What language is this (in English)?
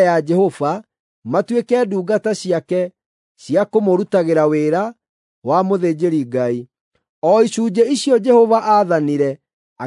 Kikuyu